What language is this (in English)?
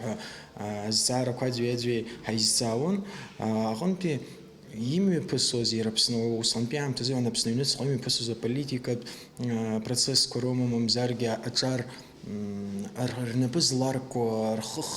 Abkhazian